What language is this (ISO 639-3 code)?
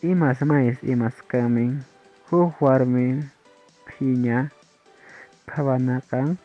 que